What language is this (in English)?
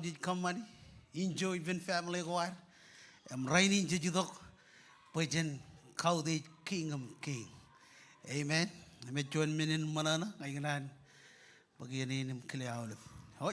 Marshallese